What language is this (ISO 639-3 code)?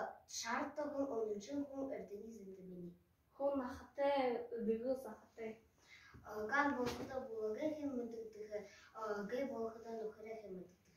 bua